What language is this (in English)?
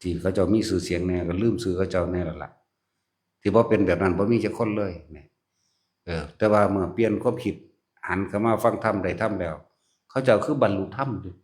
Northeastern Thai